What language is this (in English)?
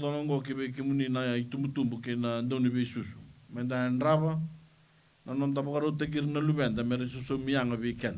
Fijian